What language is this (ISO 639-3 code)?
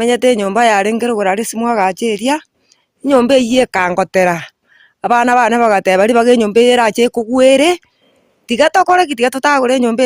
guz